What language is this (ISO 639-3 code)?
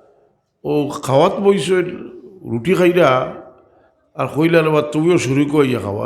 syl